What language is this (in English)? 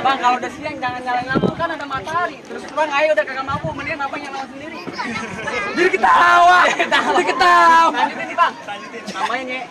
Betawi